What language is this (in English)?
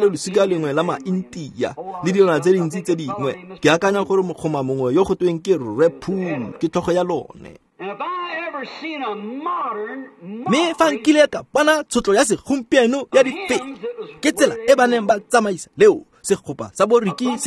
Tswana